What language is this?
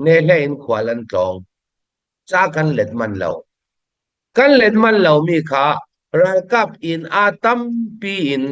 Falam Chin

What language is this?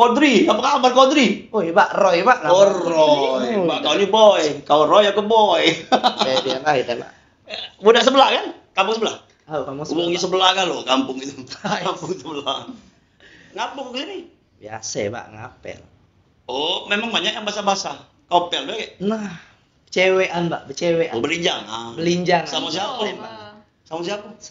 Musi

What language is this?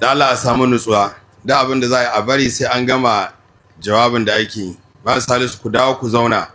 Hausa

